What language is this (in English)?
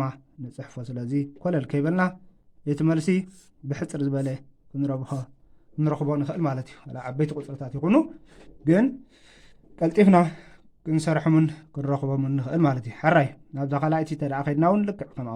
Tigrinya